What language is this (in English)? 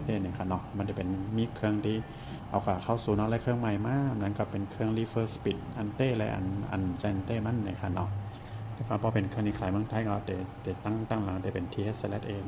Shan